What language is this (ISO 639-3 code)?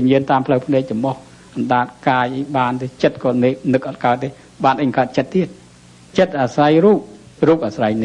khm